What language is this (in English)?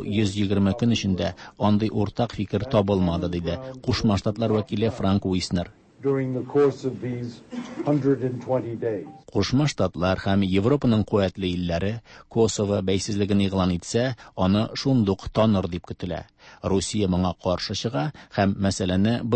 Tatar